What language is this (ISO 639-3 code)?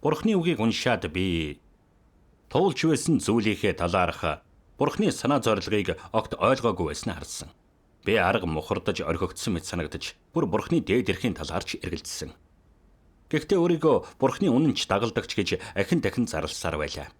mon